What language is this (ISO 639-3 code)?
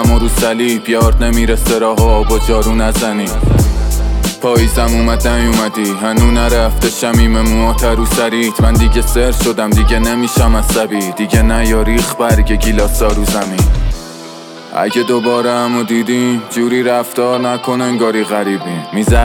fas